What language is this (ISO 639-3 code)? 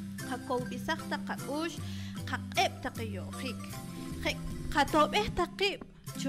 poh